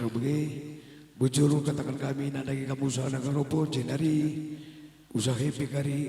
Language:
Batak Karo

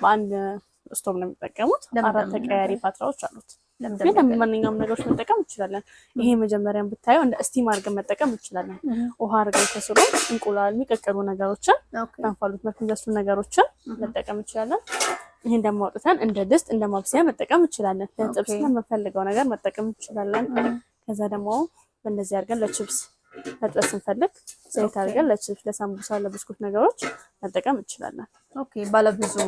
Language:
Amharic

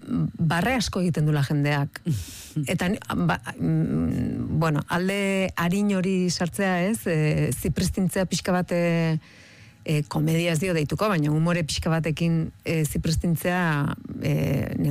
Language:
Basque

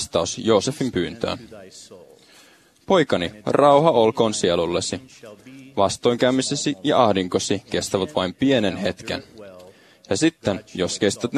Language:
Finnish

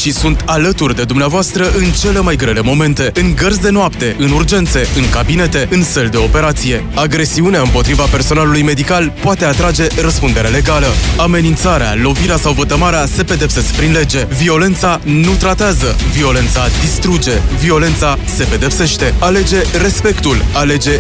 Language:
Romanian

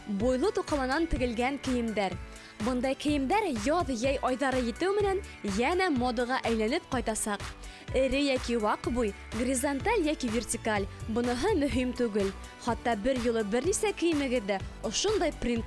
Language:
Bashkir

